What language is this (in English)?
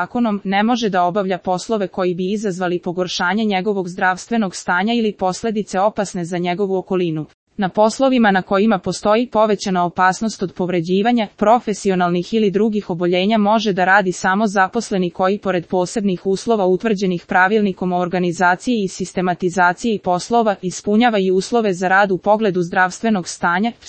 Serbian